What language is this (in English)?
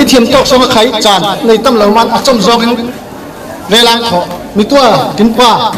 Falam Chin